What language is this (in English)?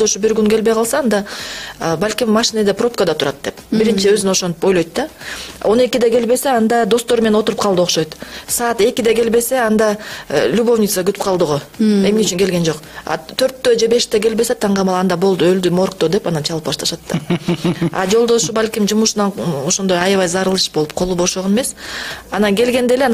Kyrgyz